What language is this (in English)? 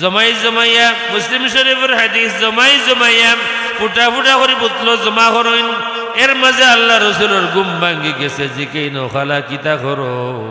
Sylheti